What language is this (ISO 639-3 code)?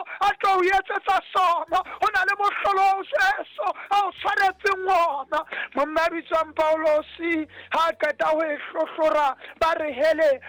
sot